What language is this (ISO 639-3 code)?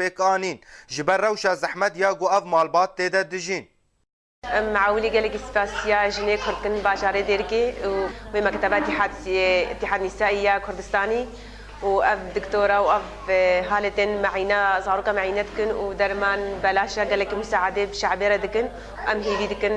kur